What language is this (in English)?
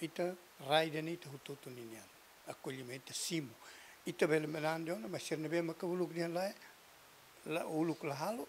Tetum